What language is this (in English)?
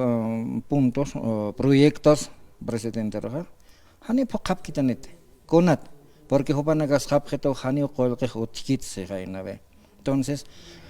Aymara